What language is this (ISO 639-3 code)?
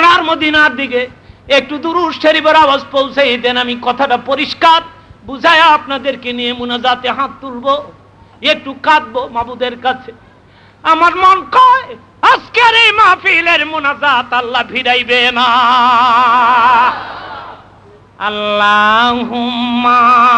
ben